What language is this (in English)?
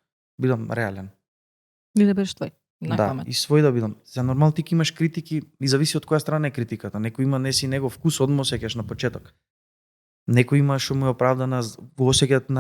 Macedonian